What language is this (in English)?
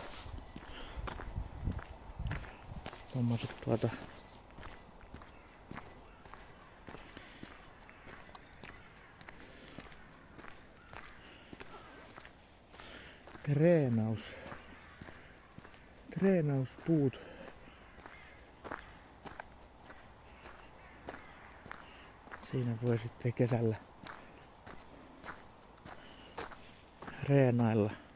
Finnish